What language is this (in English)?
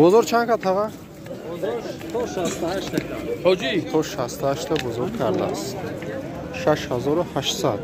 Tajik